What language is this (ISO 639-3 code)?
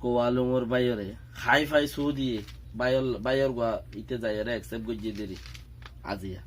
rhg